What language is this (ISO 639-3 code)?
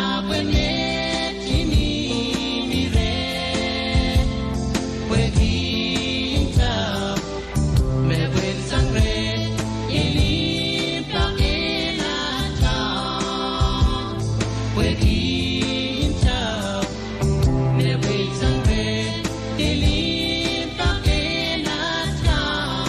pon